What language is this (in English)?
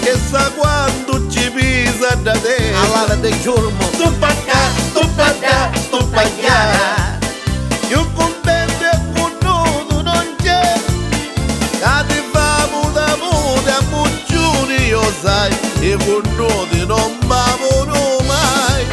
Neapolitan